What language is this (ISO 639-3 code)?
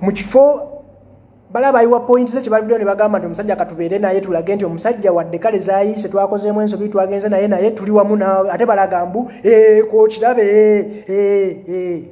lug